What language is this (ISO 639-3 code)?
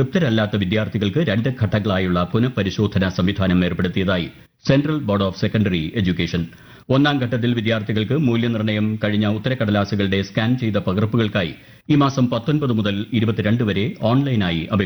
mal